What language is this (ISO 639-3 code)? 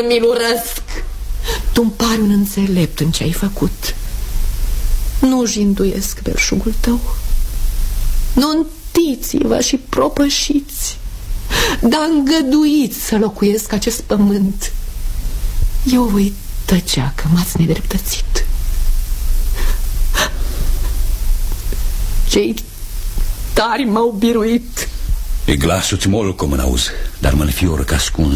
ron